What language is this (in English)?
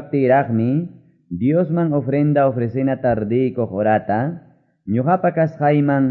Quechua